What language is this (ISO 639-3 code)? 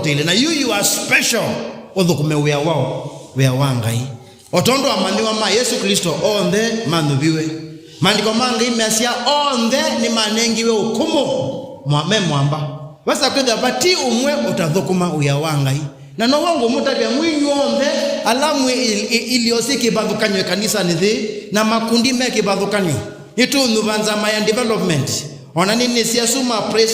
kam